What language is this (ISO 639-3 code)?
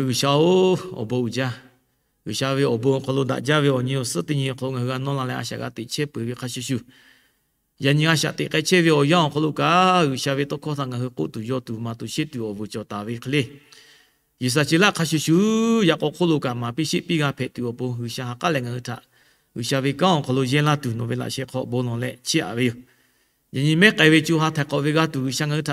lhu